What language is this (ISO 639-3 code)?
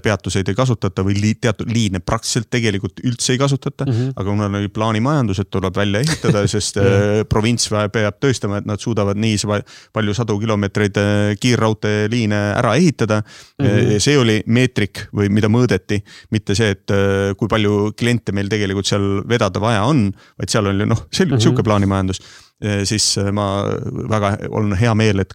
est